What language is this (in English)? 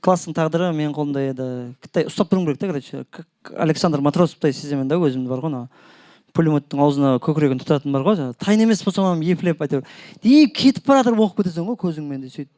Kara-Kalpak